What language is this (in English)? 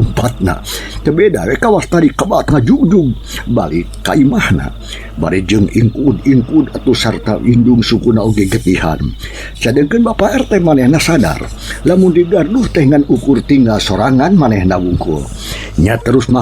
Sundanese